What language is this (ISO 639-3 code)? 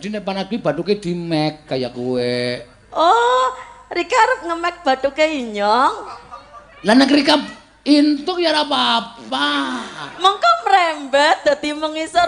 jav